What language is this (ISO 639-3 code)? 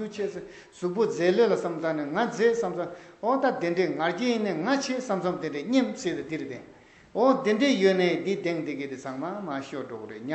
bod